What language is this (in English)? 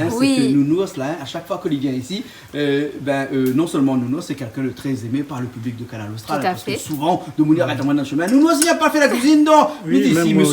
Réunion Creole French